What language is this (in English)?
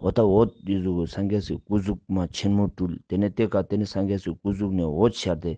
Ladakhi